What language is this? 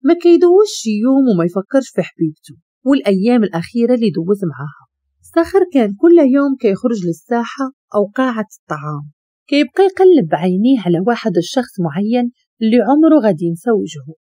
Moroccan Arabic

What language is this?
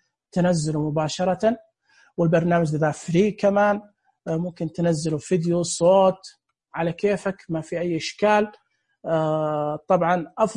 Najdi Arabic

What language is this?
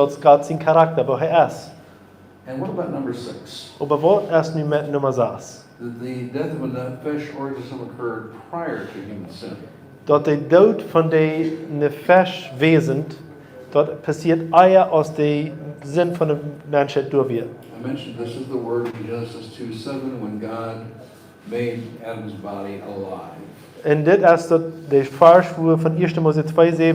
Plautdietsch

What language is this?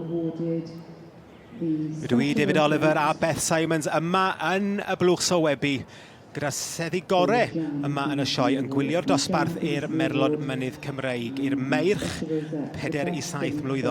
Welsh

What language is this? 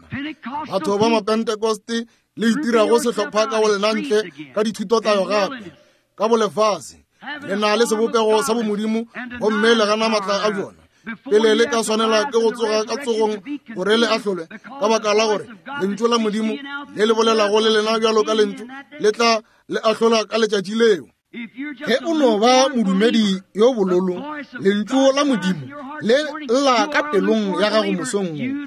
Northern Sotho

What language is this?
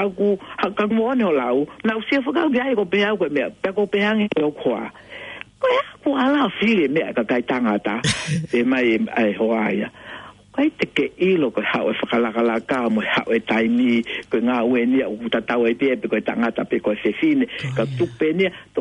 Tongan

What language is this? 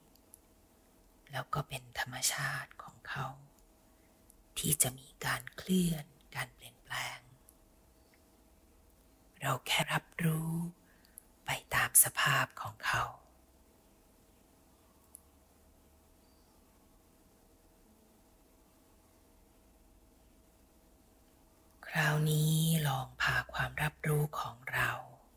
Thai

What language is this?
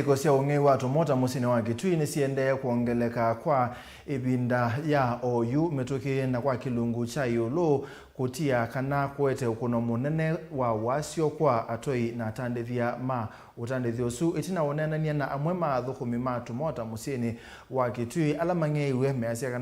Kamba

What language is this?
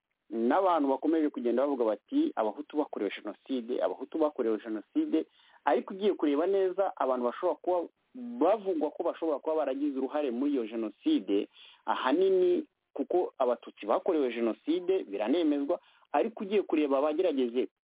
Kinyarwanda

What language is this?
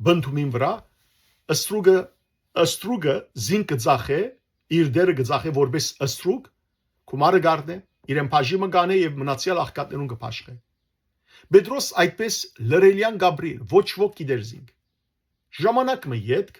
Western Armenian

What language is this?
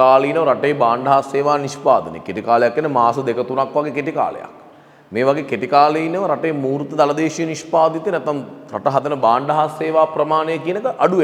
Sinhala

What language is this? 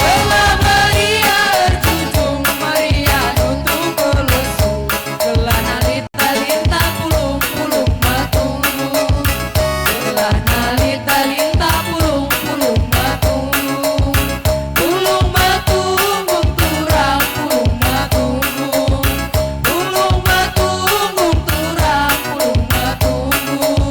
Batak Karo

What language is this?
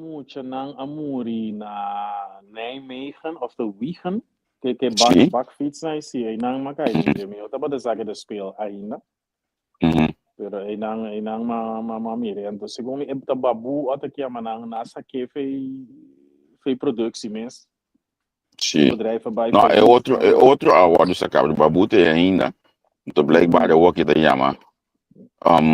Papiamento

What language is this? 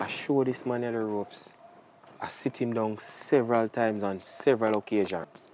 Jamaican Creole English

